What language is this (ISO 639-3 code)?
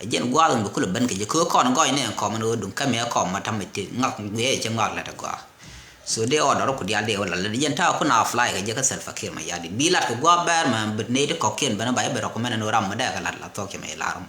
nus